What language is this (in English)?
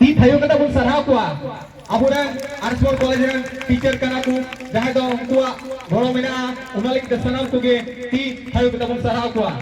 Santali